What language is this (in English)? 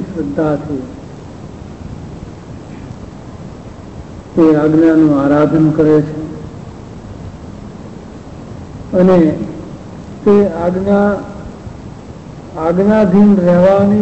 Gujarati